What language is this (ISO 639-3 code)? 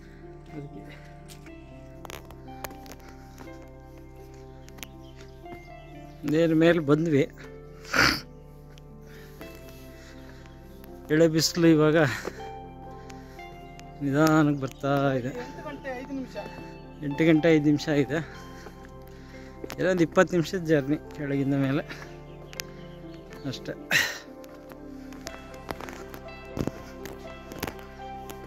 kan